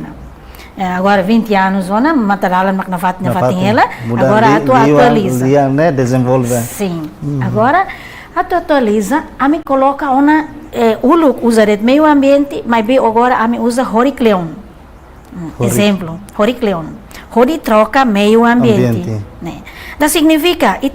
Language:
Tetum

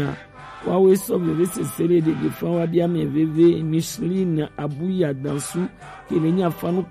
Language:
Gen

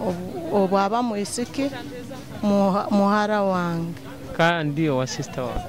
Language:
Nyoro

